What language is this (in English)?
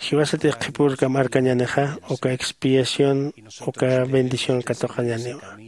Aymara